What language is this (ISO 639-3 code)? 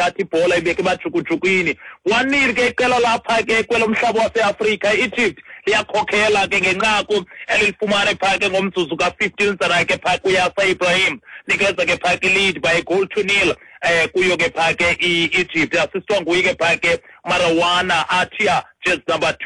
xho